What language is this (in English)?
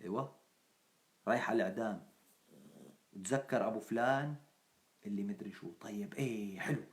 North Levantine Arabic